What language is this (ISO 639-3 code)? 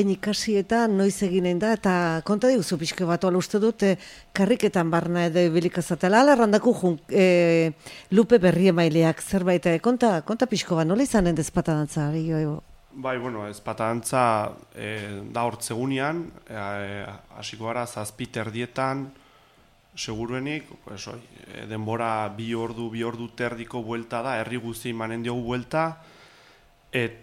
eus